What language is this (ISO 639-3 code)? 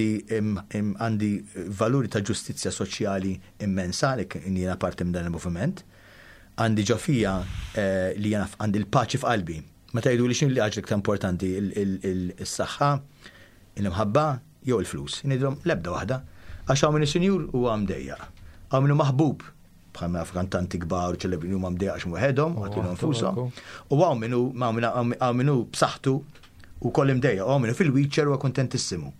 mlt